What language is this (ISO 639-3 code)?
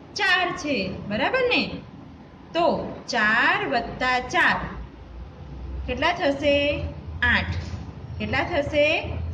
guj